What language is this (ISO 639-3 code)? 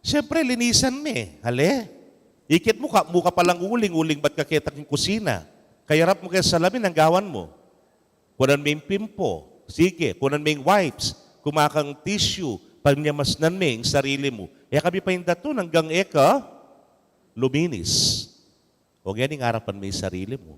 pam